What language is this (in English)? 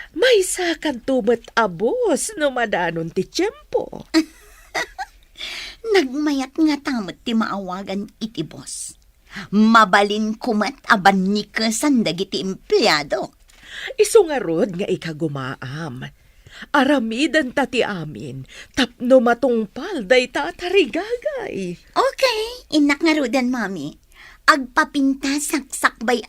Iloko